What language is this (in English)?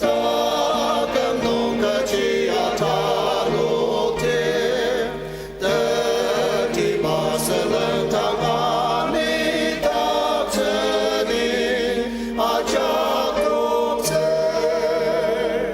Ao Naga